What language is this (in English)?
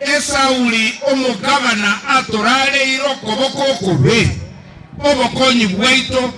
Gusii